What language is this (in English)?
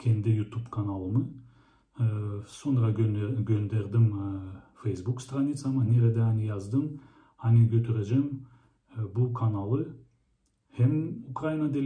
Gagauz